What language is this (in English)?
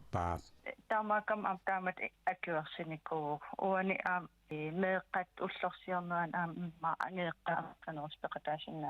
Kalaallisut